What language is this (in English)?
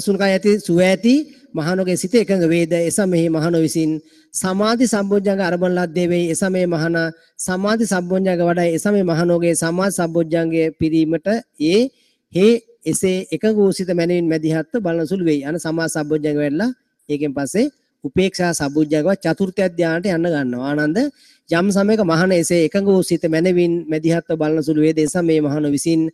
Sinhala